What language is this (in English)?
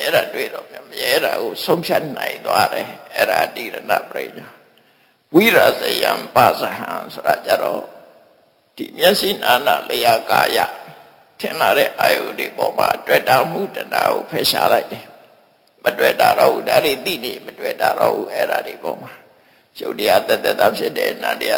Burmese